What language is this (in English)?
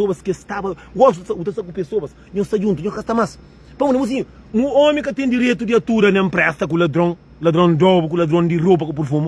Kabuverdianu